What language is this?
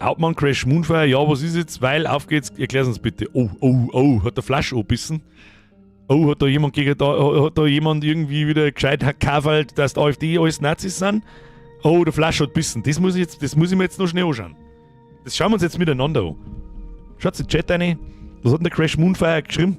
Bavarian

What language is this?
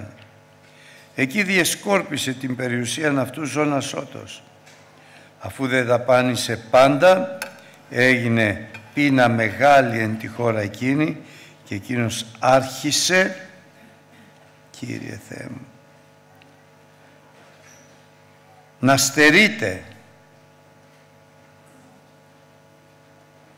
Greek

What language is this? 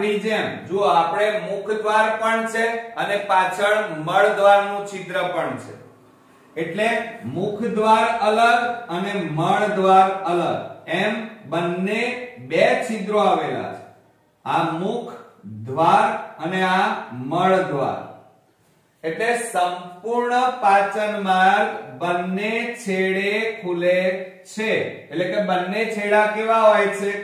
Gujarati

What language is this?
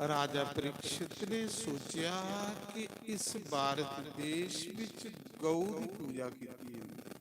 Dogri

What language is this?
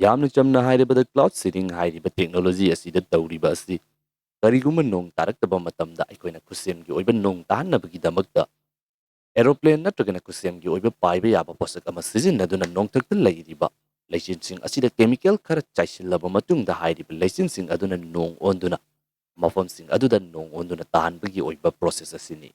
Manipuri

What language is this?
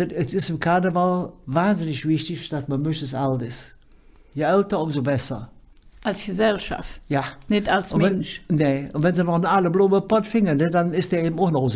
Colognian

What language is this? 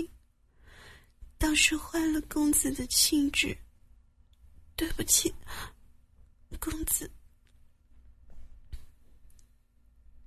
Chinese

